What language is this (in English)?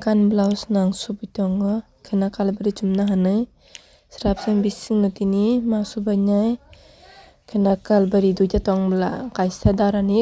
Kok Borok